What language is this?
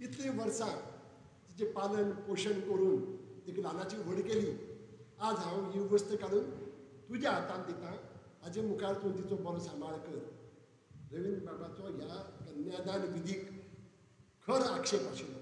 Konkani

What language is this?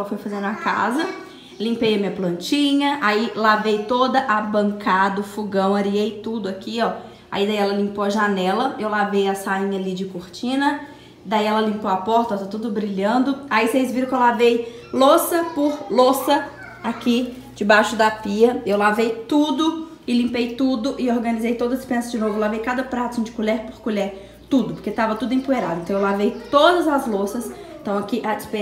Portuguese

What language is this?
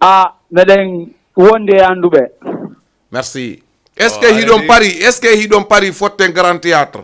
Fula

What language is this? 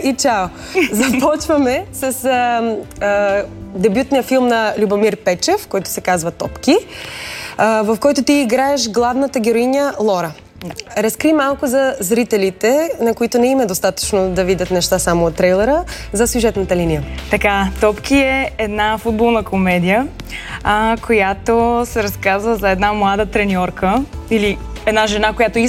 Bulgarian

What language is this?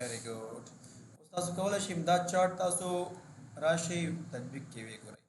Pashto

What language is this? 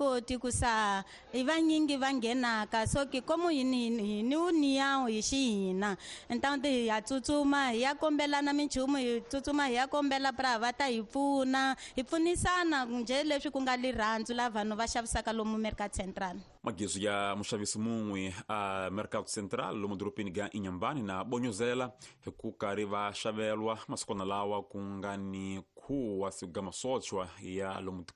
Tsonga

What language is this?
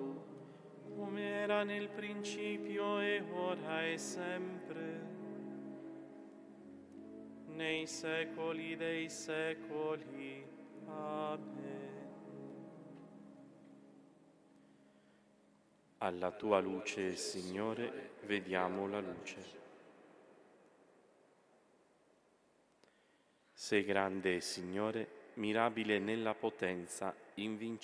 Italian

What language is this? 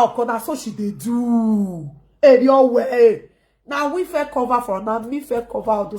Nigerian Pidgin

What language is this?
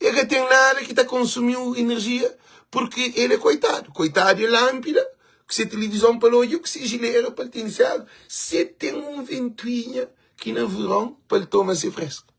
Kabuverdianu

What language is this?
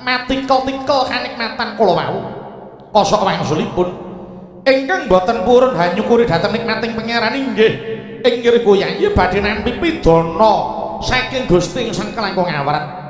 Javanese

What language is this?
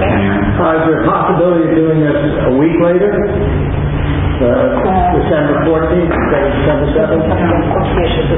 English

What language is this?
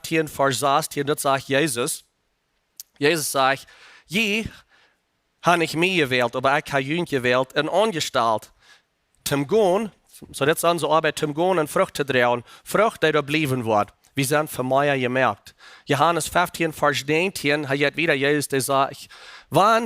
Plautdietsch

